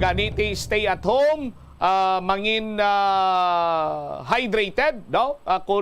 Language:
Hiligaynon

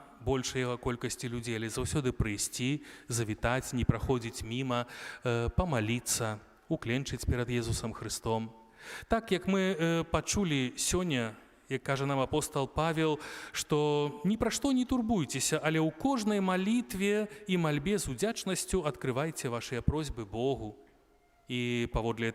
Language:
Belarusian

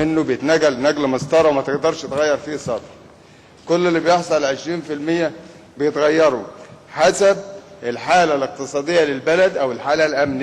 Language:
Egyptian Arabic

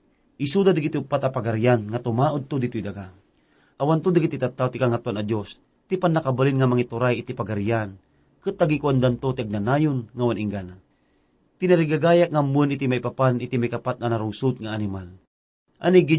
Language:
Iloko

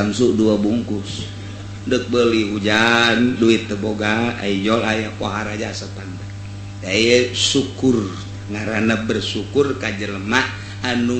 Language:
Sundanese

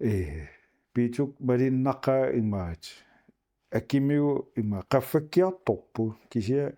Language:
Kalaallisut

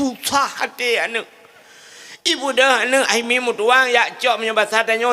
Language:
Achinese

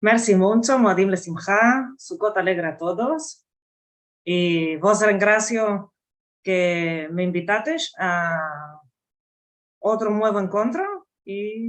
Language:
Ladino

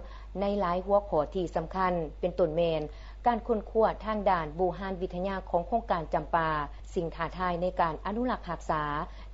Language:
Lao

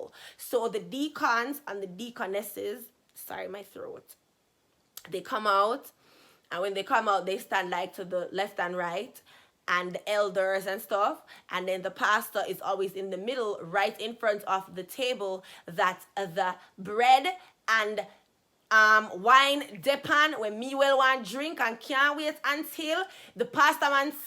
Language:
Jamaican Creole English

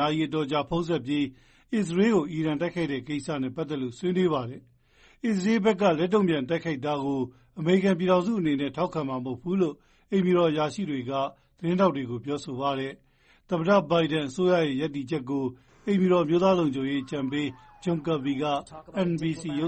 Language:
Burmese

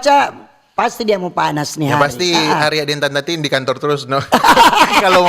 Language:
Manado Malay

